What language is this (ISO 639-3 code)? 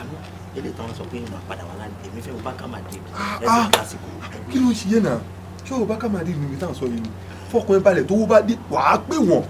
yor